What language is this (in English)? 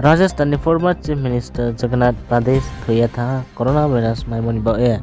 Riang (India)